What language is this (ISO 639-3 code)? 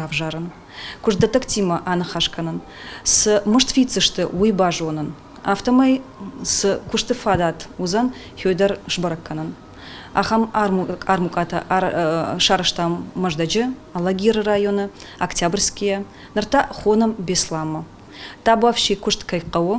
oss